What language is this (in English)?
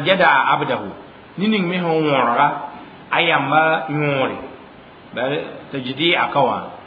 Mossi